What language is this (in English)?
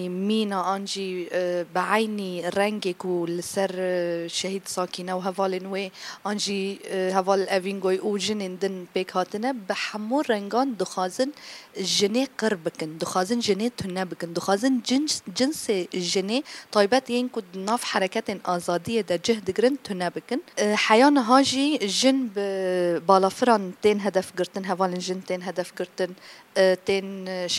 Kurdish